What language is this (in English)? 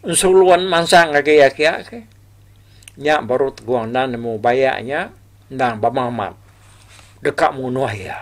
Iban